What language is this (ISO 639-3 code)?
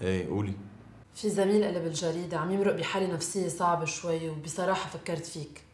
apc